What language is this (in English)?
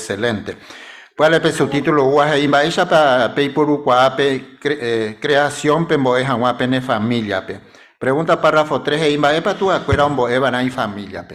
Guarani